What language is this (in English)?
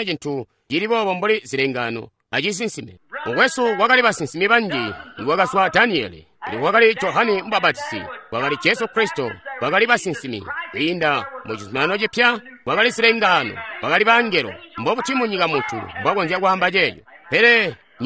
Tonga (Zambia)